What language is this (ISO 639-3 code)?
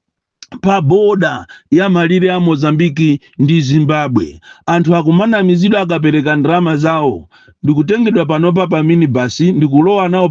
nya